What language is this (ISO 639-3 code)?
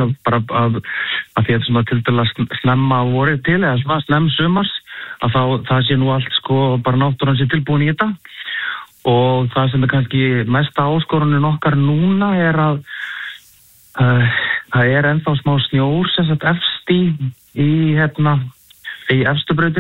isl